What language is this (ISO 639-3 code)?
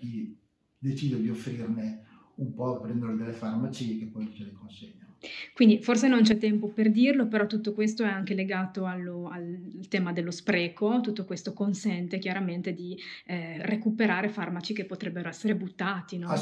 ita